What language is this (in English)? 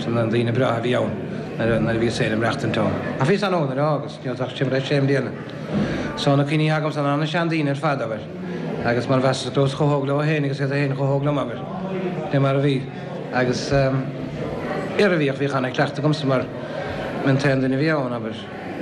Irish